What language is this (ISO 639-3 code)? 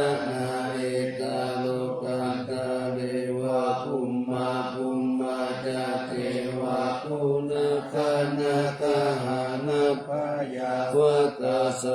pli